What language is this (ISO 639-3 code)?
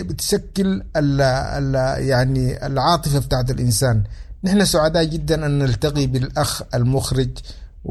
apd